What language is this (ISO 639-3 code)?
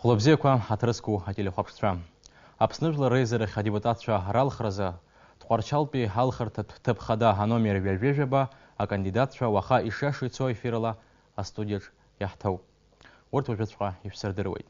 abk